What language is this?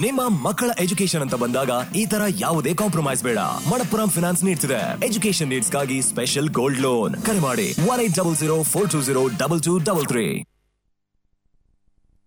Kannada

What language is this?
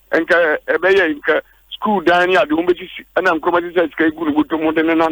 Akan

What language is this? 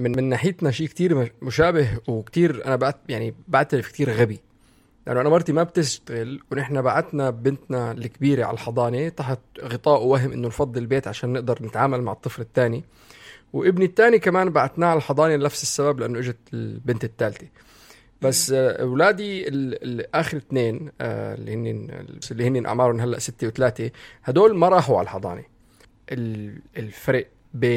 North Levantine Arabic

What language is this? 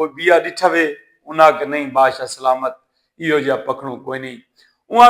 Saraiki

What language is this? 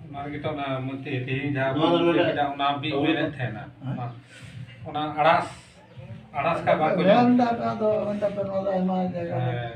Santali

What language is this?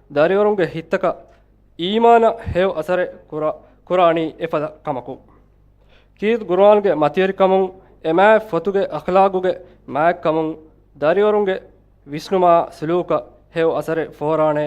Divehi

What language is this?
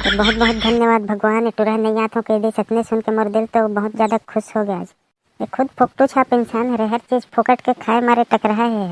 Chhattisgarhi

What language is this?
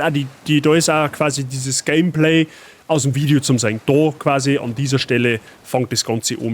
Bavarian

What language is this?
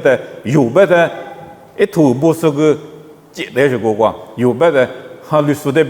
Lisu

